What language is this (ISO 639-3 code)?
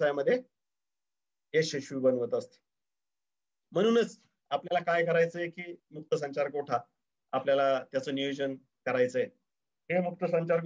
mar